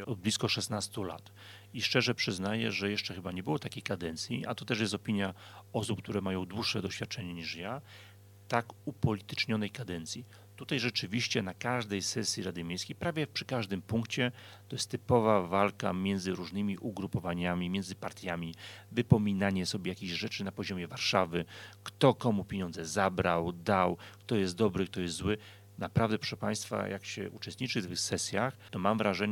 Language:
Polish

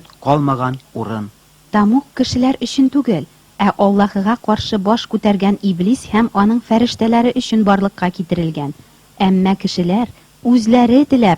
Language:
Tatar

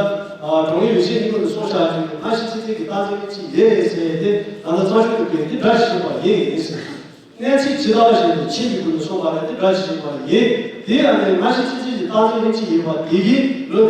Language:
Tibetan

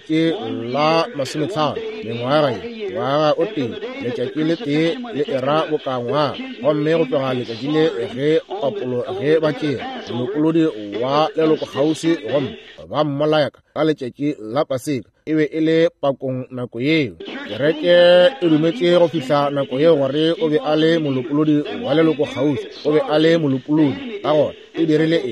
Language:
Northern Sotho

